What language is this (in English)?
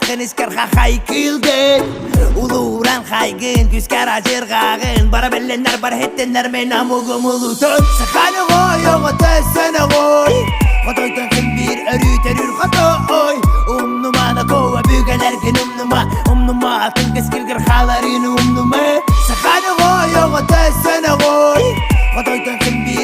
Yakut